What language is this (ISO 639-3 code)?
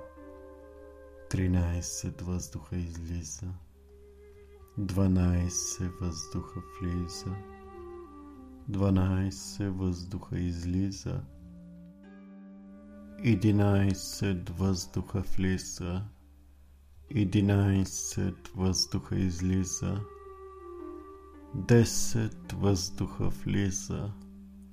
bul